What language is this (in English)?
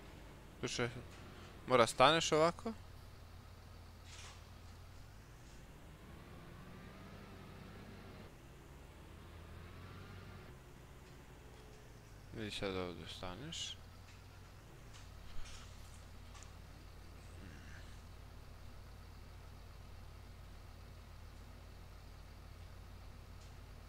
Croatian